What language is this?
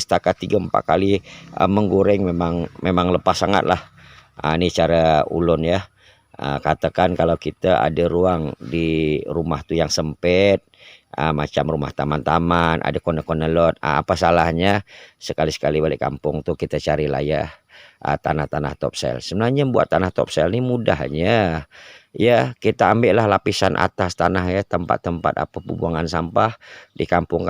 Banjar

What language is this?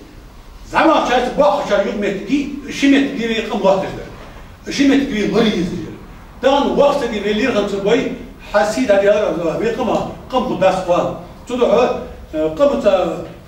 Ingush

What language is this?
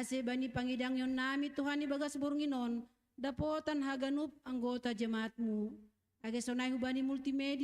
Batak Simalungun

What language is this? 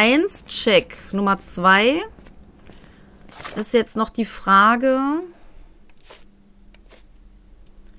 German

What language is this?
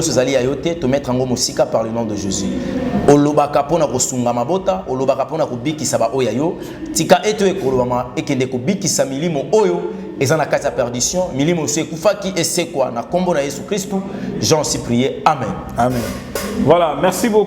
Lingala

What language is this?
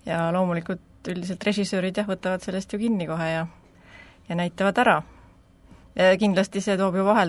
Estonian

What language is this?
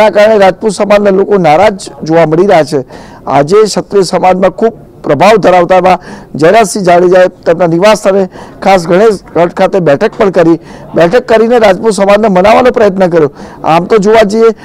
Gujarati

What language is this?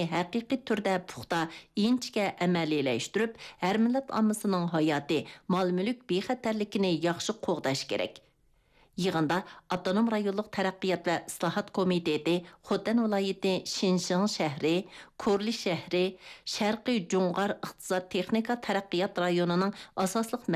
Uyghur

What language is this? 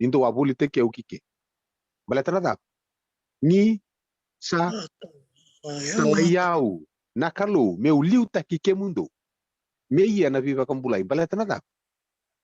Fijian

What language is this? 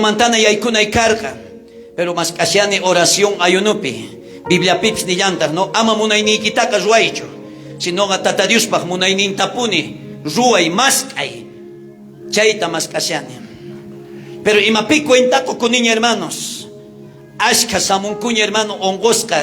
South Bolivian Quechua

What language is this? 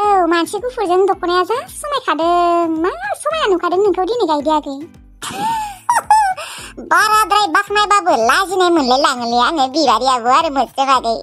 Bodo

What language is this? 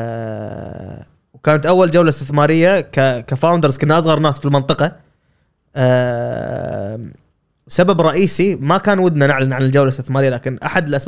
Gulf Arabic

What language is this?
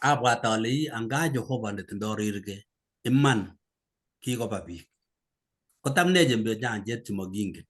Kalenjin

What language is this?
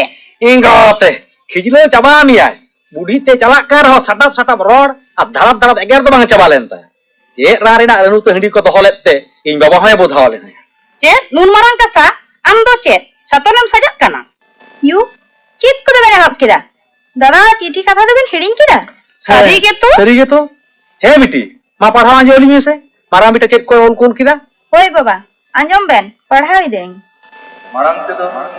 Santali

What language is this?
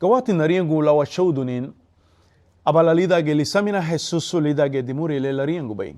Garifuna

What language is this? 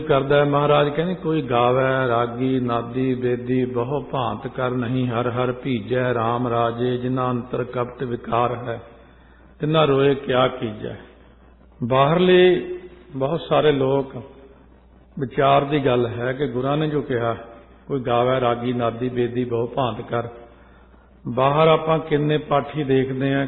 Punjabi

